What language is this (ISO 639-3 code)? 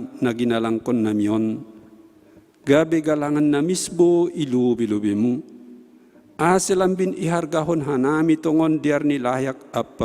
bts